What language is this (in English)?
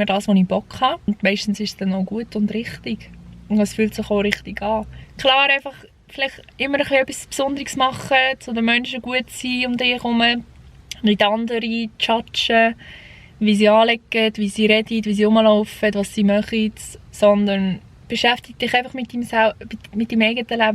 Swiss German